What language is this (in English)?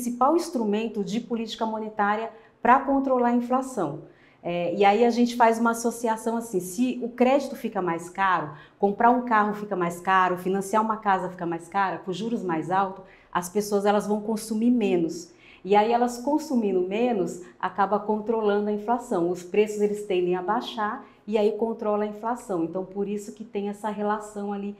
Portuguese